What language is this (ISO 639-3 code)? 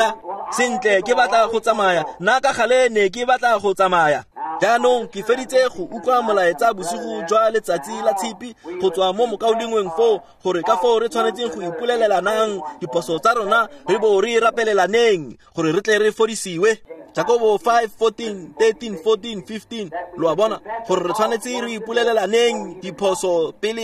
tsn